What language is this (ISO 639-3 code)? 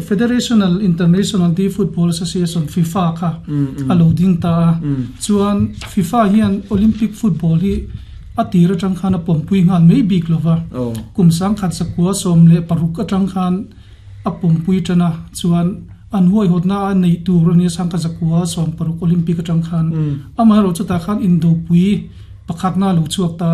lus